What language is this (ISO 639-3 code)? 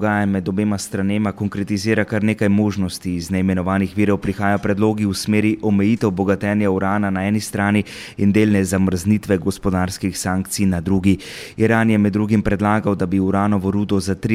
slv